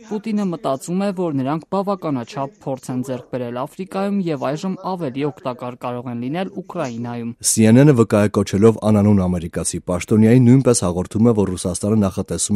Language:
Armenian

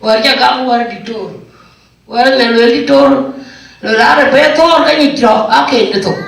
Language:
Dinka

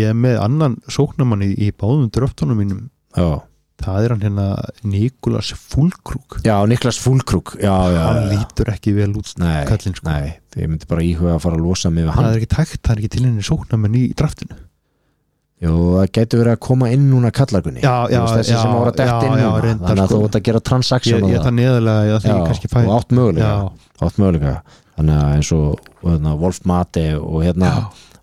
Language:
Icelandic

